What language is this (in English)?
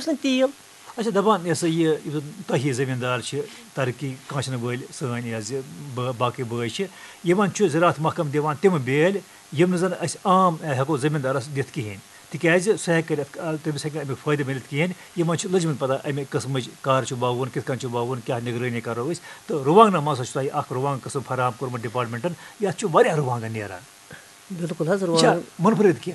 Kashmiri